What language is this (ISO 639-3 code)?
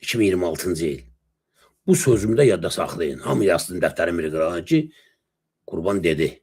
aze